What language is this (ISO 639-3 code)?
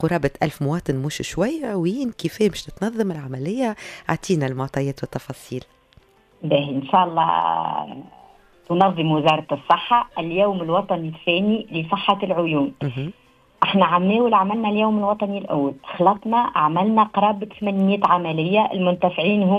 aeb